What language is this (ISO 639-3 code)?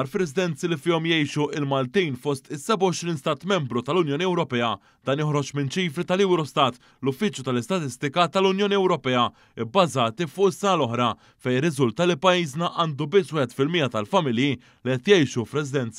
mlt